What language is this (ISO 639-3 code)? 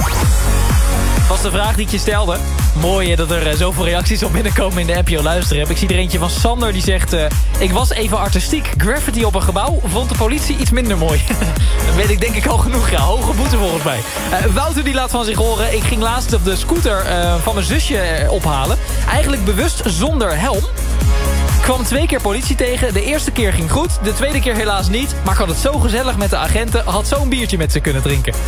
nld